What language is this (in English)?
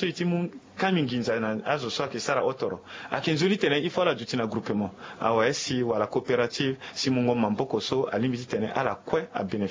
Sango